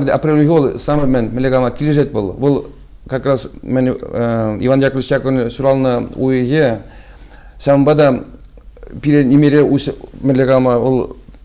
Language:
Chuvash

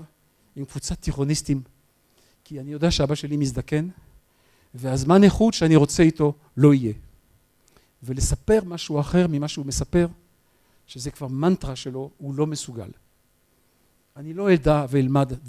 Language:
Hebrew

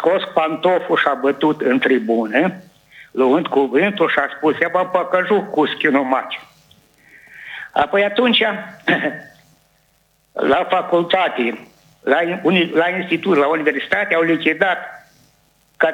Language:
Romanian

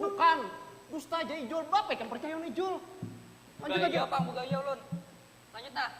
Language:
Banjar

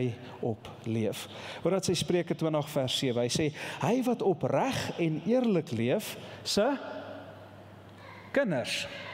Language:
Afrikaans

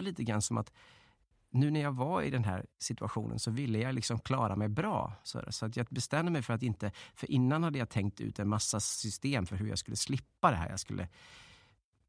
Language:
Swedish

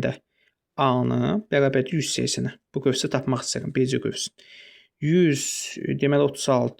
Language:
Azerbaijani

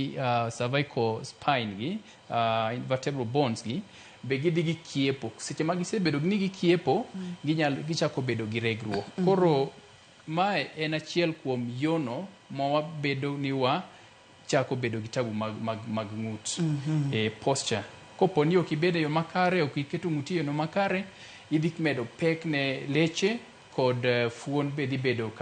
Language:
Luo (Kenya and Tanzania)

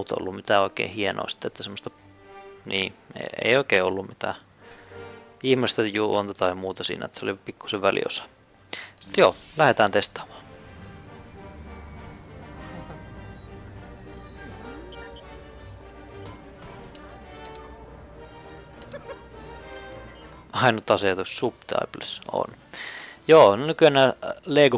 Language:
Finnish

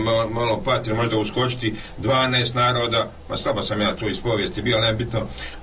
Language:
Croatian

